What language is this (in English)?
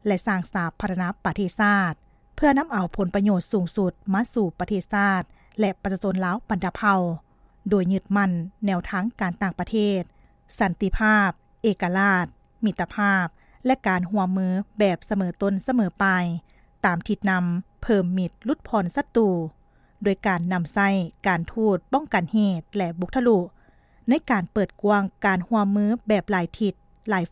Lao